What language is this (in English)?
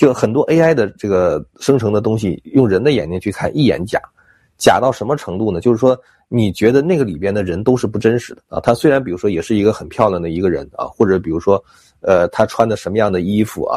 Chinese